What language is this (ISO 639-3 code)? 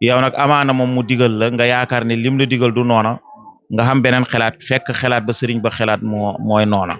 wol